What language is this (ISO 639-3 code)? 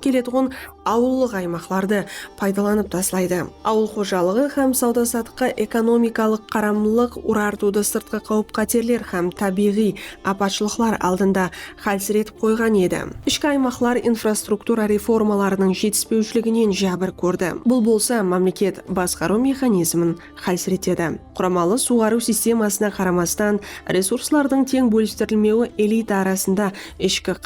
kaa